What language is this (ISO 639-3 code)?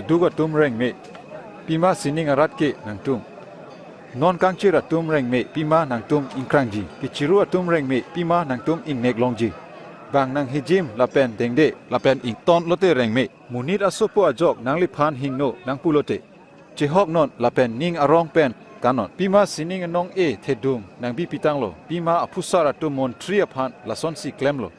mjw